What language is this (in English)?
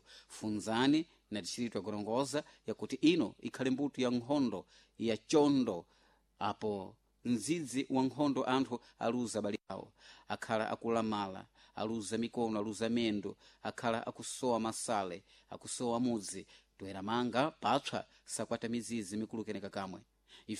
Sena